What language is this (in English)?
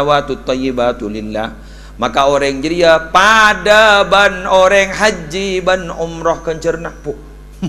Madurese